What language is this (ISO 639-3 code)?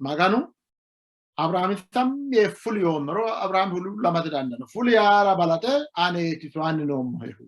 sid